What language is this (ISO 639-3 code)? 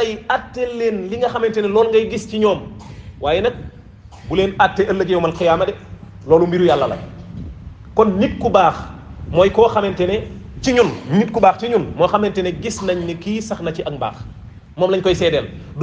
wol